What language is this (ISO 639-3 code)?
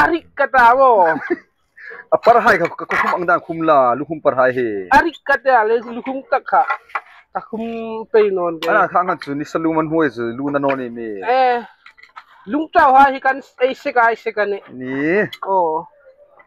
hmr